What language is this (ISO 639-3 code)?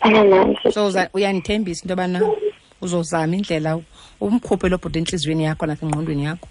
xho